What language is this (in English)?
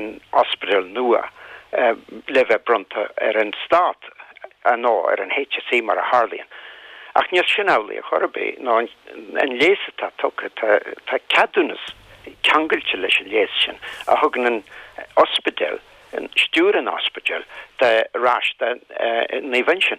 Irish